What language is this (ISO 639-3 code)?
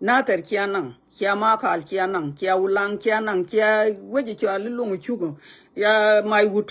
nus